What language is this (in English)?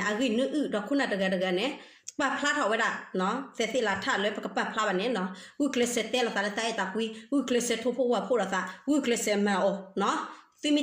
S'gaw Karen